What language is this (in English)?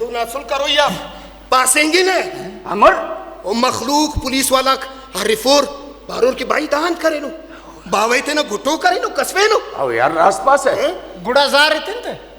Brahui